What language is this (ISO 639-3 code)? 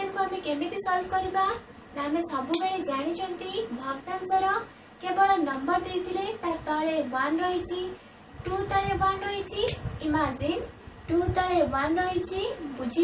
ori